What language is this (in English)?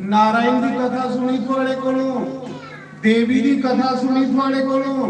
Dogri